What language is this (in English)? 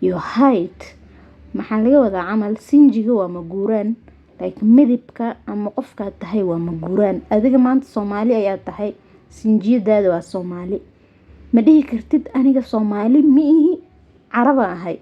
Somali